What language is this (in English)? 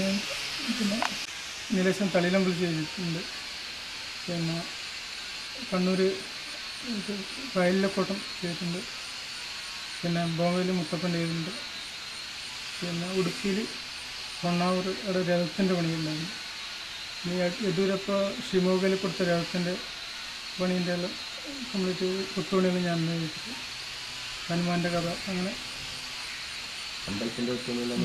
Malayalam